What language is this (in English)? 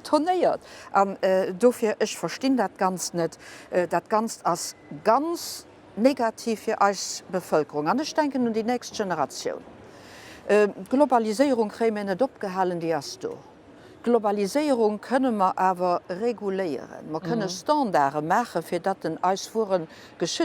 Luxembourgish